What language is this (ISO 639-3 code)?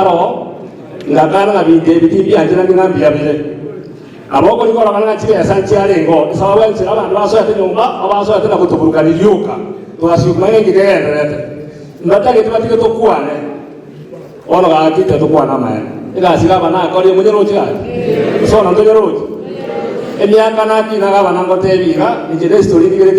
guz